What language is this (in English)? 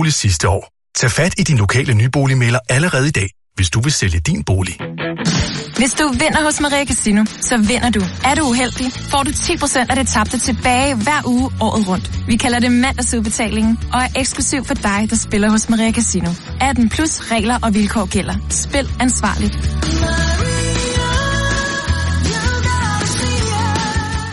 Danish